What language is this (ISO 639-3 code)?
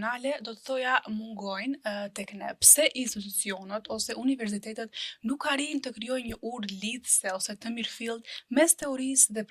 sqi